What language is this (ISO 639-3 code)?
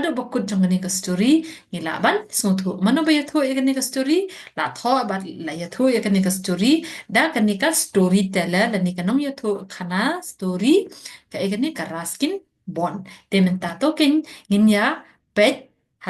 kha